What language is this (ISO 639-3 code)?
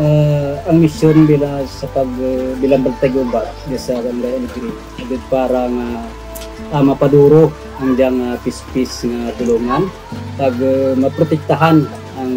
krj